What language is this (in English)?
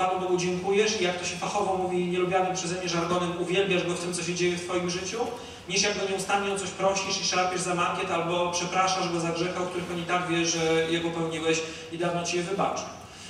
Polish